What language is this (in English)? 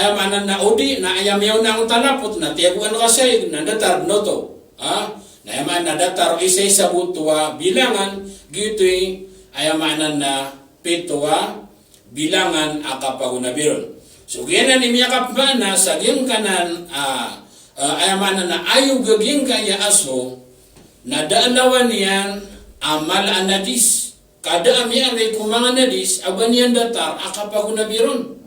Maranao